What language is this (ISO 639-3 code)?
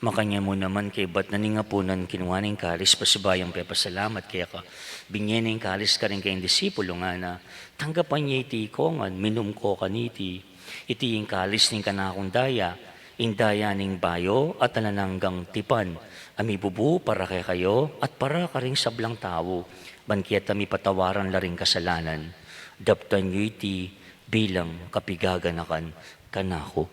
pam